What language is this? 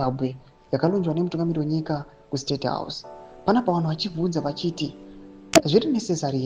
Shona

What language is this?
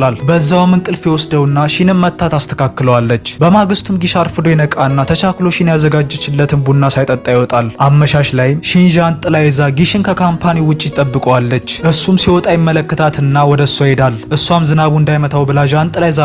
Amharic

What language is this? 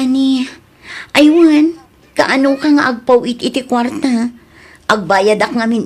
Iloko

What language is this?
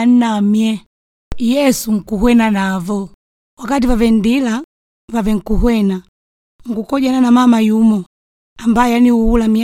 Makonde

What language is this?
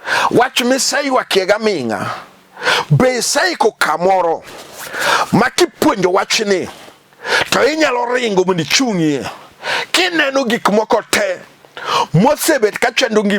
Luo (Kenya and Tanzania)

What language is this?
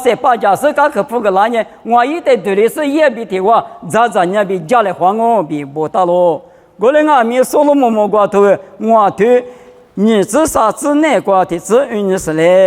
Lisu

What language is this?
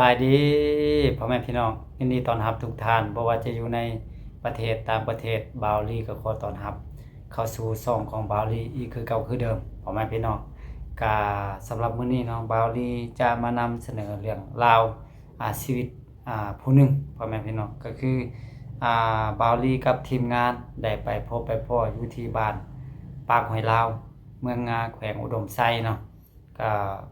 Lao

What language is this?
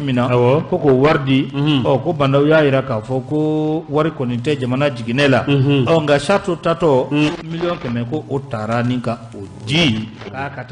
Bambara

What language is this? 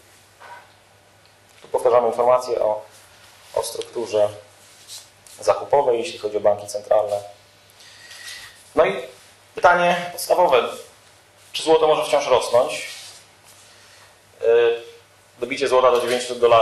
Polish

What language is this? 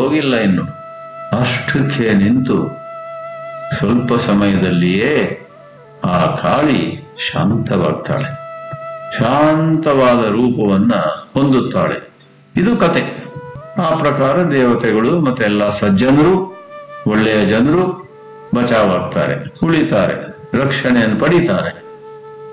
Kannada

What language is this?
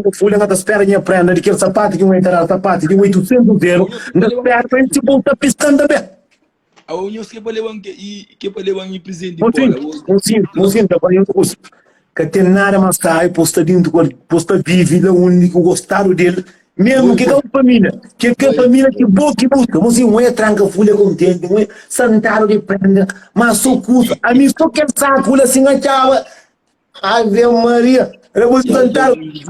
Kabuverdianu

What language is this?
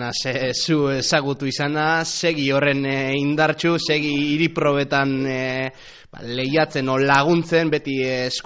Basque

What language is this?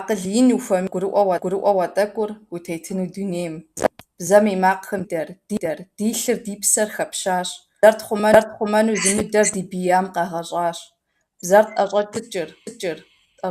Kabardian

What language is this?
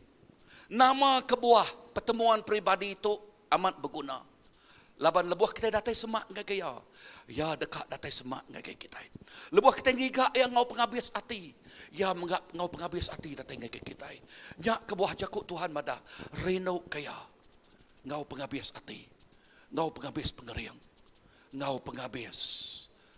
Iban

